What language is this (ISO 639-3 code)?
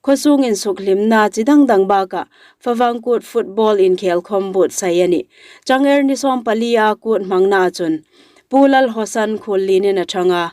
hmr